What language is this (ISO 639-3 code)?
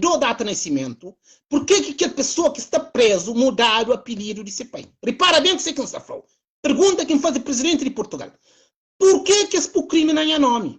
kea